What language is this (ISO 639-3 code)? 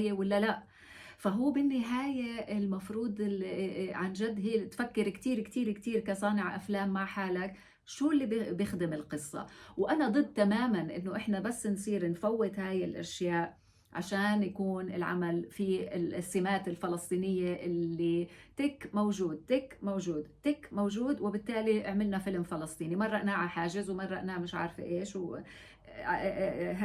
apc